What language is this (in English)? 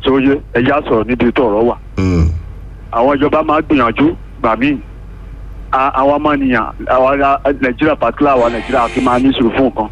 Yoruba